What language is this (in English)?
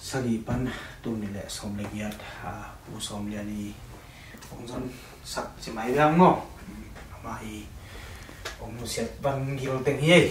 Tedim Chin